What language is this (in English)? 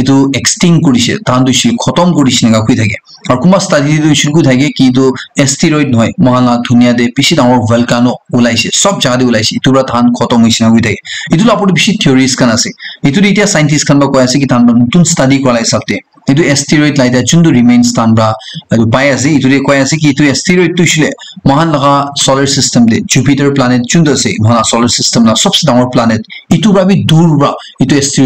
Naga Pidgin